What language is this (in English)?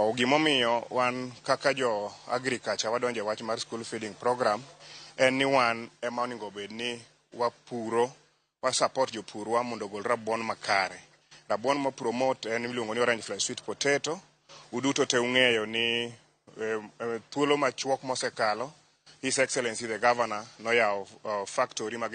Luo (Kenya and Tanzania)